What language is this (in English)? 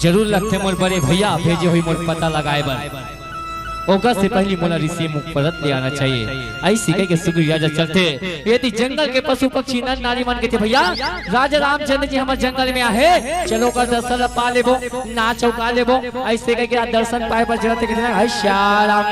Chhattisgarhi